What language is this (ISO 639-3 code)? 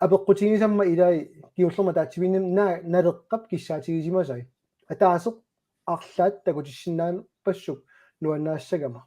kal